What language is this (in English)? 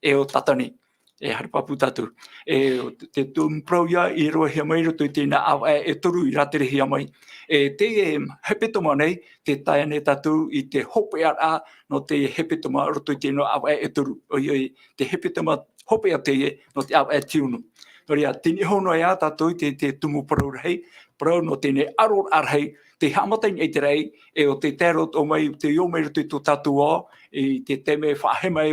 Tahitian